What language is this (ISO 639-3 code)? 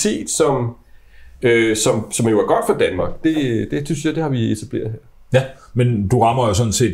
dan